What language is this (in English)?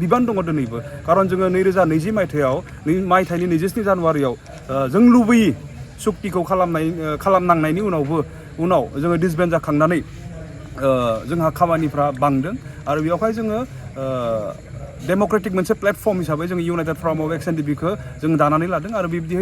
Bodo